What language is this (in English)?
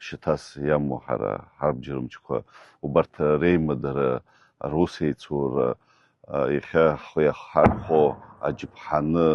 Abkhazian